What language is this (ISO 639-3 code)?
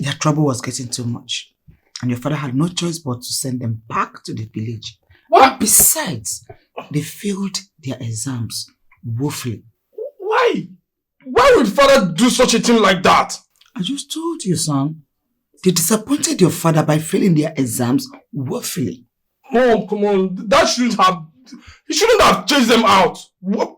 pcm